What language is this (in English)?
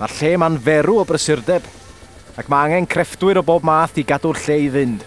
Welsh